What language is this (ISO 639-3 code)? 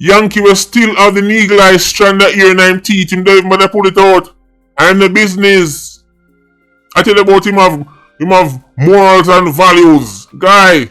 jam